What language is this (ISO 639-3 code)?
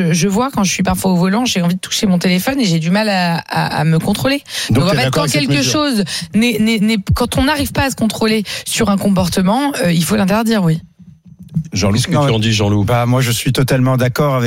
fra